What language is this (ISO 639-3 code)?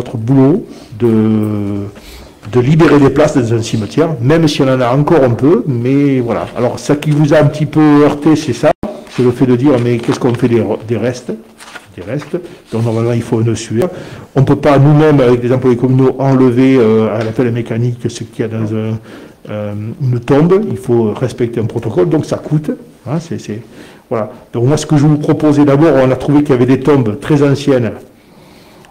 fra